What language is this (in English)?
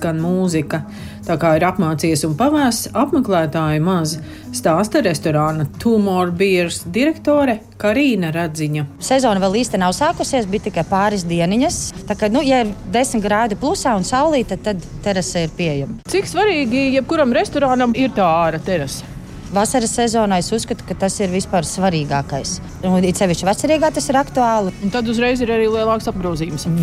Latvian